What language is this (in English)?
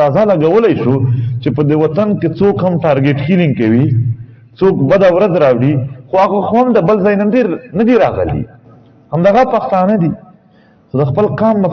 Pashto